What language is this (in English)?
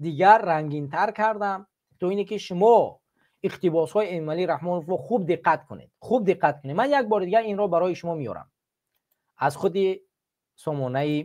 Tajik